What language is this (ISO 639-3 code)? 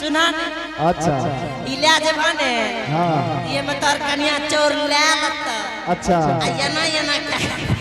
anp